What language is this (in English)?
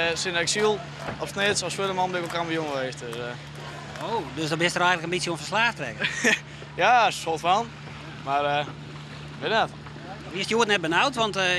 Western Frisian